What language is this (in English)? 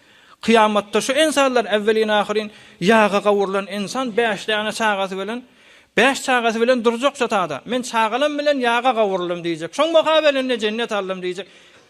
Turkmen